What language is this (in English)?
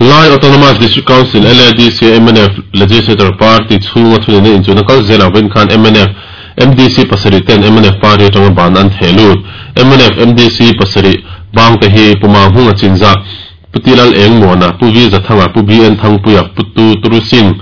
Mizo